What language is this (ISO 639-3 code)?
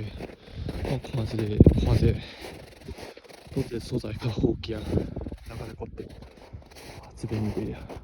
nan